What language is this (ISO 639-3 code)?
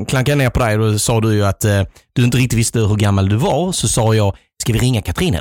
swe